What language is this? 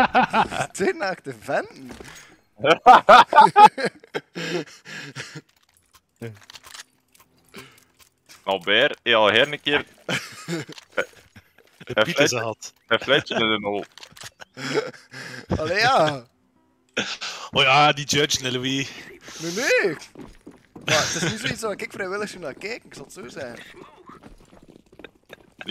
Dutch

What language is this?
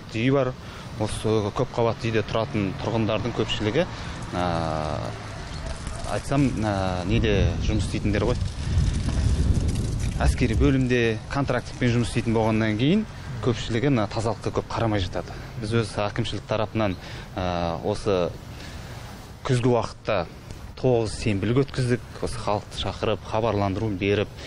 Kazakh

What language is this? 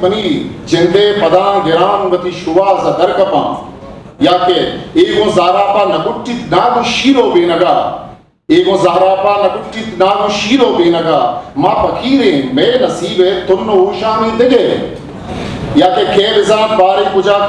Eastern Balochi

